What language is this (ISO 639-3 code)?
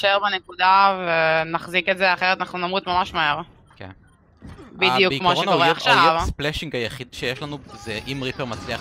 heb